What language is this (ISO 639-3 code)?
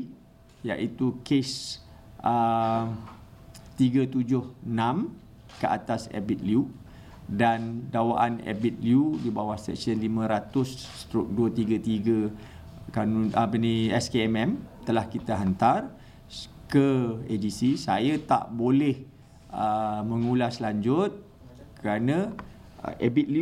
msa